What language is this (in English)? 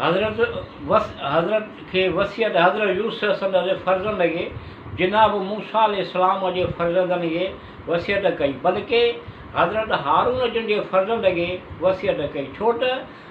Sindhi